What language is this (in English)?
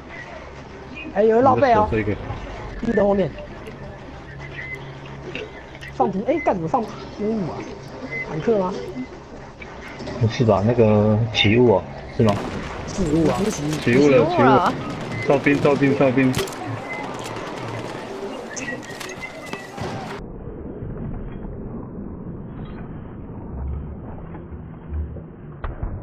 Chinese